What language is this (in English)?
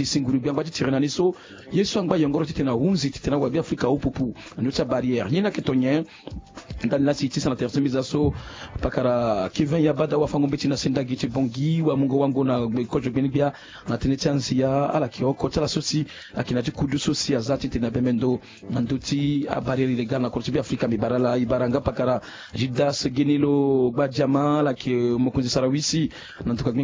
Sango